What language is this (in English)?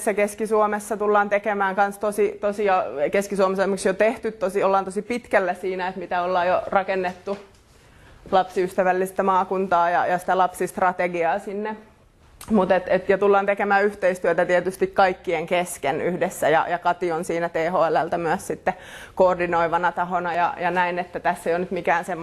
Finnish